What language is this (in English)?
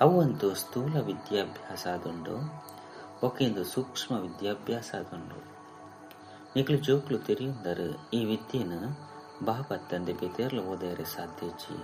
Tulu